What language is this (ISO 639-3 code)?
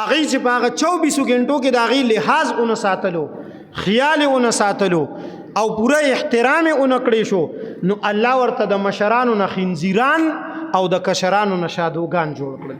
pus